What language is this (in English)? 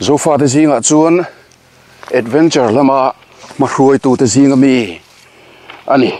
Mizo